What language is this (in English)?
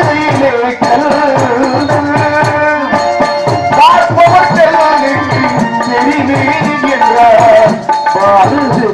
Tamil